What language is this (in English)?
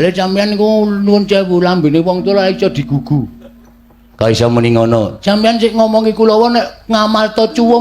Javanese